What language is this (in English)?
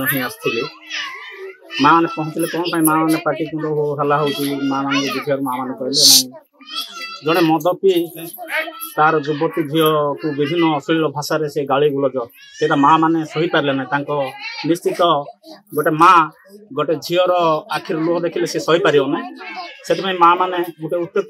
Odia